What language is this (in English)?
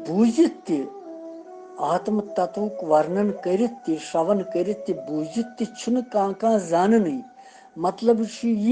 Kashmiri